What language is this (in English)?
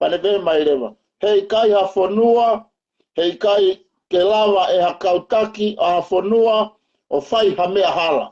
Tongan